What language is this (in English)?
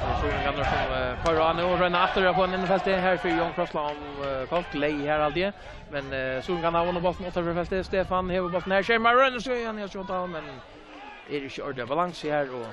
Faroese